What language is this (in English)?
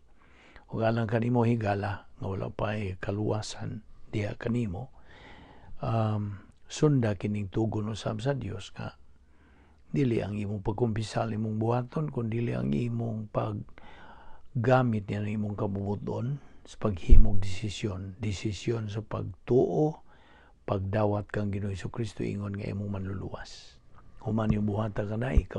Cebuano